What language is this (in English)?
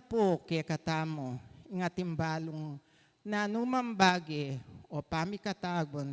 Pampanga